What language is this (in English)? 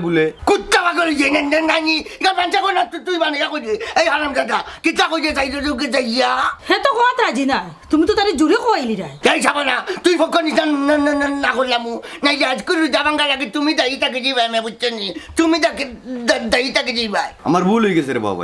Sylheti